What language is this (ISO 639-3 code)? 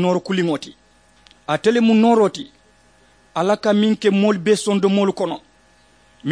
man